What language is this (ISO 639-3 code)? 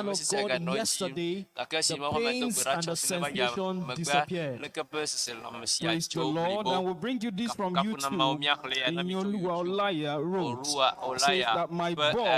ewe